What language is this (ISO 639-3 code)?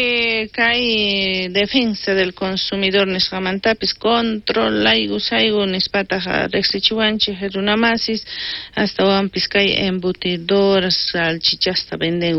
quh